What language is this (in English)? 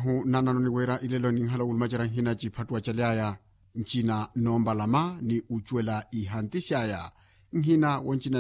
Makhuwa